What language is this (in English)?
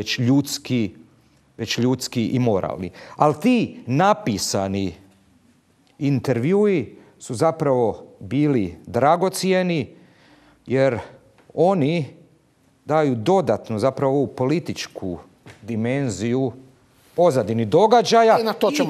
Croatian